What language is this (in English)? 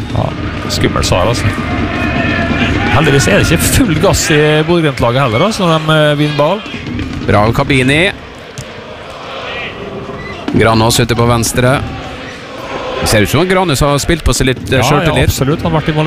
Norwegian